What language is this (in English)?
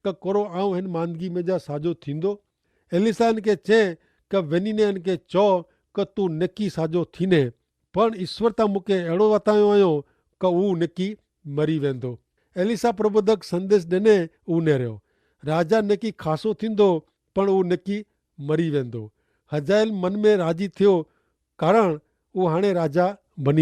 Kachhi